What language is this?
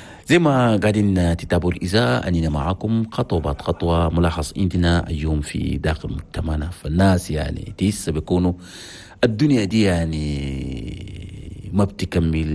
Chadian Arabic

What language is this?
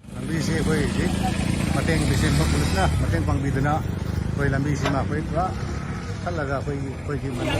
Manipuri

